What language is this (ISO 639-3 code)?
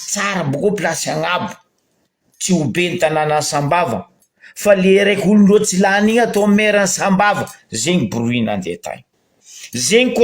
mlg